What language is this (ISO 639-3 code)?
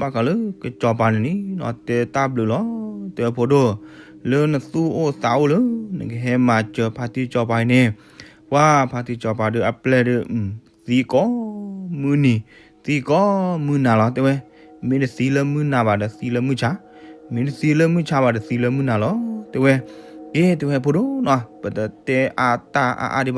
ksw